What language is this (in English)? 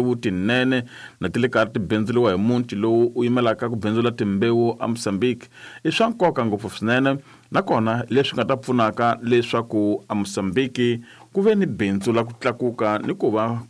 Tsonga